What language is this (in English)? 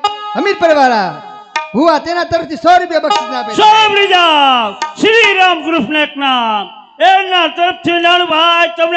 Gujarati